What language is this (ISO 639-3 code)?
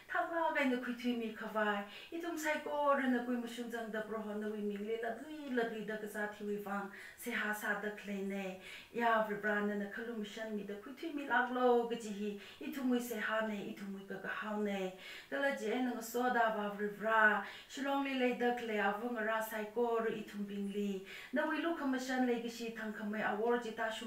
nmf